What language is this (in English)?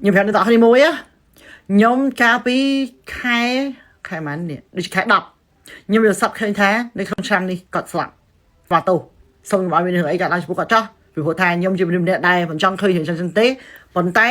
Khmer